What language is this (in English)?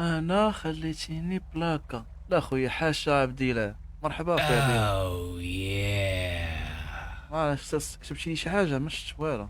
Moroccan Arabic